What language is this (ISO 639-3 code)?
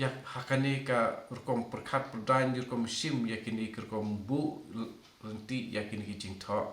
kha